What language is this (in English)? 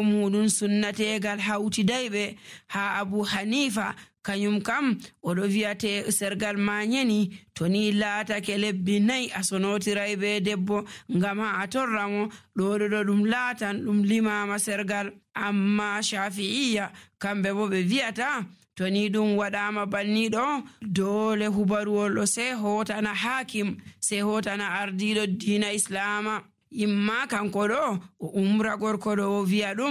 Nigerian Fulfulde